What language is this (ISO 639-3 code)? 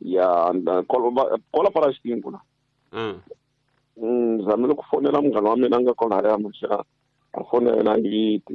tso